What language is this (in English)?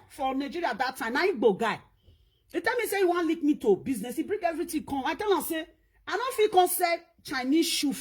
Nigerian Pidgin